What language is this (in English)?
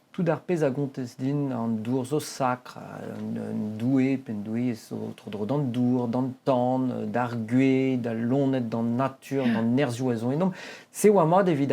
Breton